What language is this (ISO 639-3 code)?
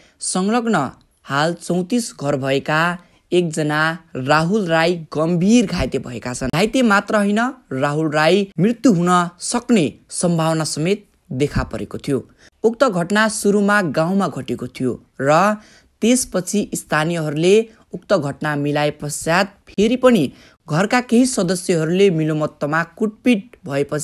nep